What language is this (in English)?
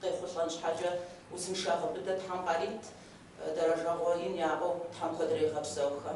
Kabardian